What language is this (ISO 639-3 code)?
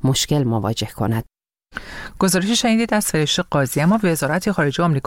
fas